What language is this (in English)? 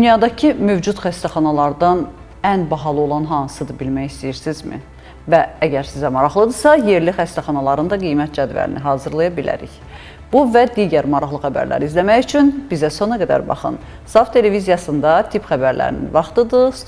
Azerbaijani